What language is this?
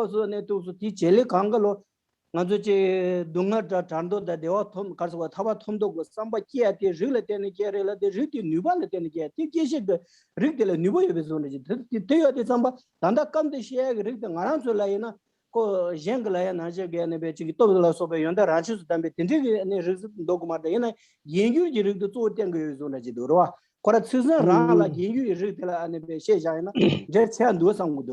Tibetan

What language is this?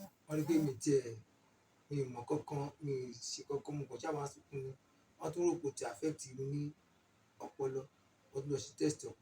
Yoruba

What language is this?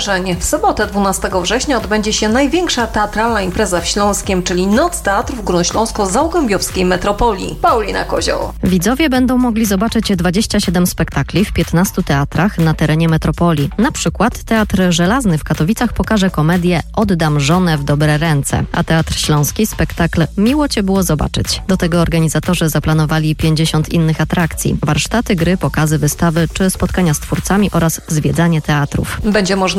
Polish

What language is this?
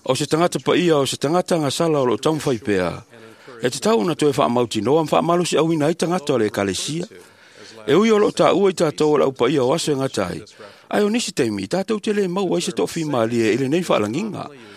Samoan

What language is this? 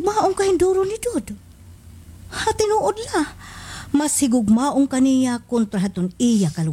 Waray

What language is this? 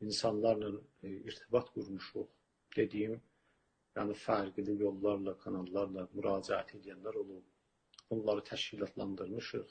South Azerbaijani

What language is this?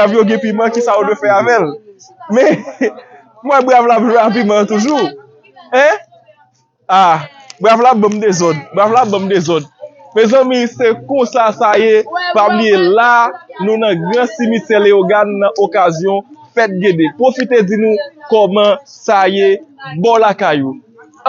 Haitian Creole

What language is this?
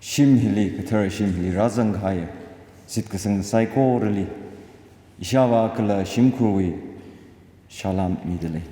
Tangkhul Naga (India)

